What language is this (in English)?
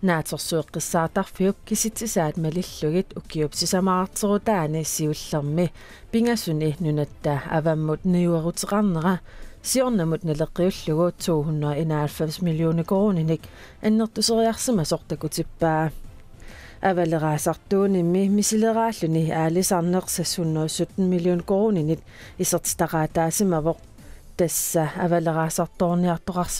Kalaallisut